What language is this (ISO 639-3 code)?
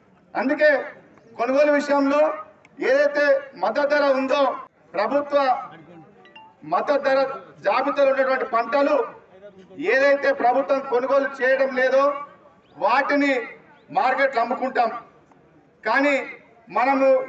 tel